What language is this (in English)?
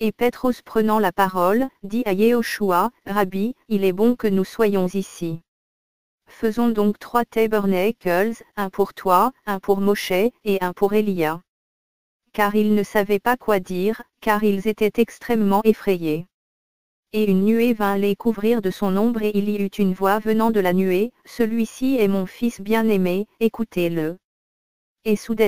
French